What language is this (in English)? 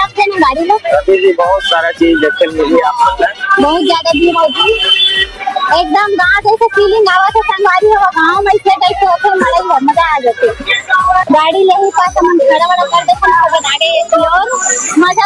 Chhattisgarhi